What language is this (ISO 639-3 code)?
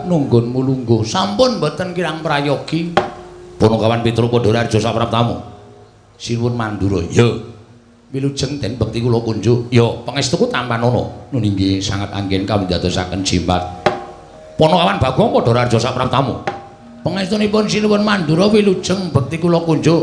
jav